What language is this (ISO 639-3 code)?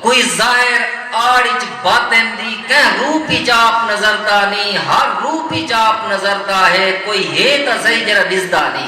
skr